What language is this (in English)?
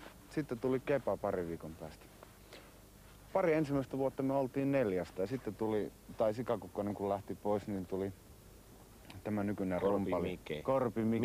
Finnish